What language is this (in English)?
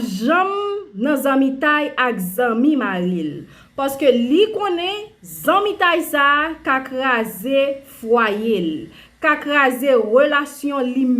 Haitian Creole